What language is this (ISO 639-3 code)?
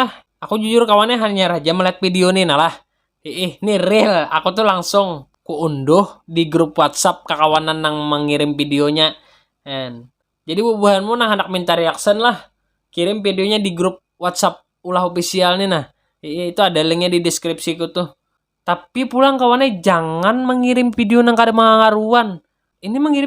bjn